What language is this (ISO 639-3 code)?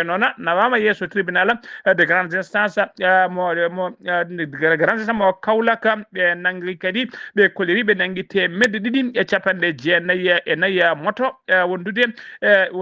ful